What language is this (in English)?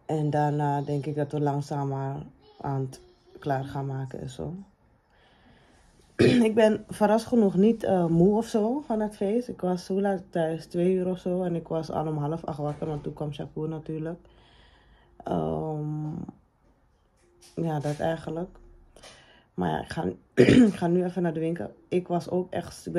Dutch